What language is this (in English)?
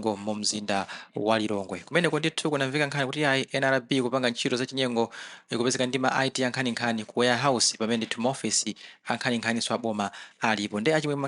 Nyanja